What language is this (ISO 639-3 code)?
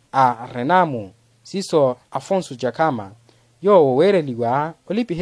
vmw